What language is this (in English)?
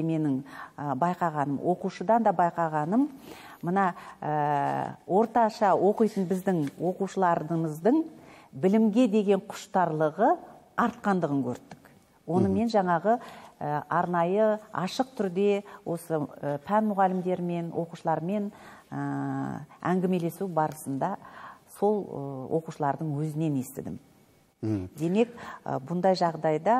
Kazakh